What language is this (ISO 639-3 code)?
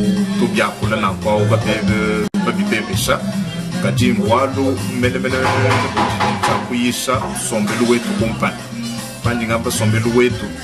lua